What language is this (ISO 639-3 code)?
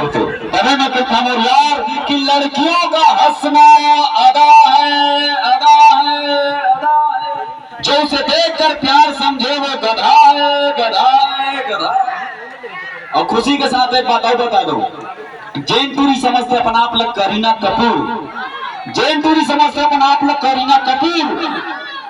hne